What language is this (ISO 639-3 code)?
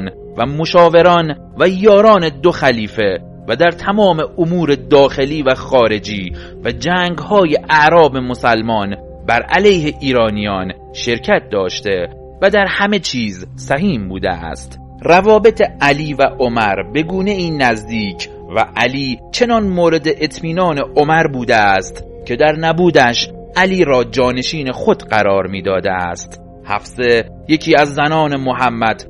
fas